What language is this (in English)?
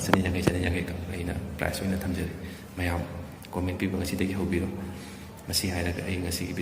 Manipuri